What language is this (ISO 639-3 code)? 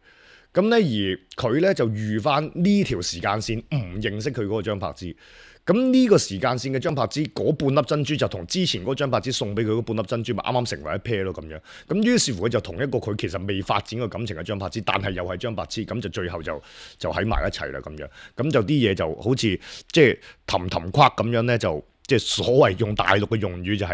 yue